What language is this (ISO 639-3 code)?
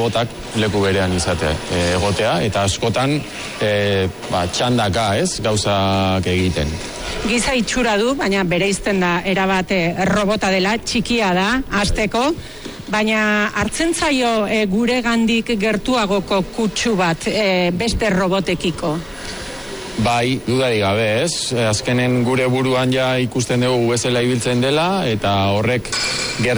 eus